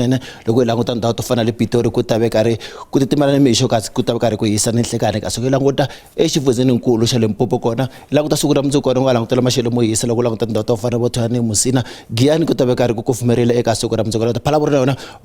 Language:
Tsonga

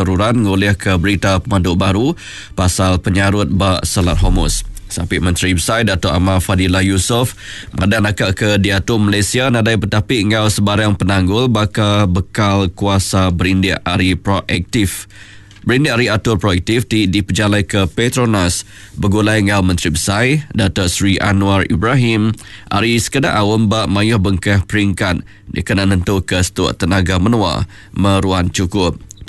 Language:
Iban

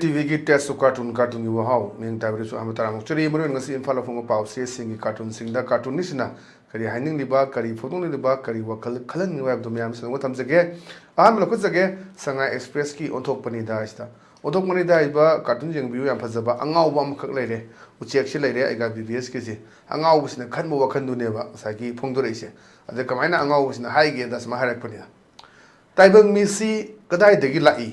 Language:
Manipuri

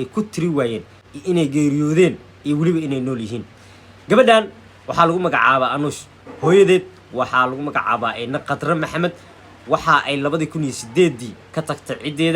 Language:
Somali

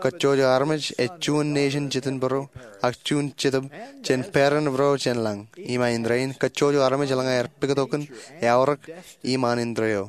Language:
Marshallese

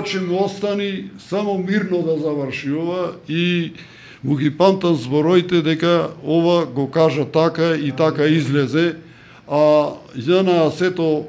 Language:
Macedonian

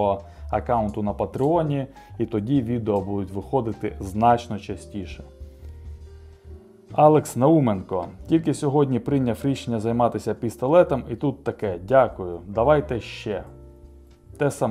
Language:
Ukrainian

